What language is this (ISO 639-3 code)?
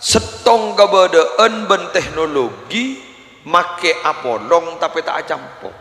mad